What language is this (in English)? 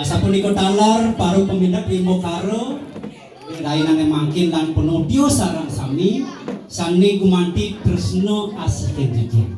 Balinese